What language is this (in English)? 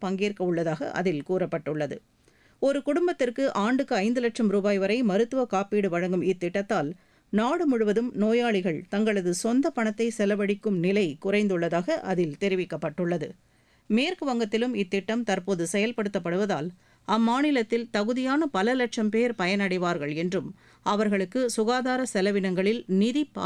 Tamil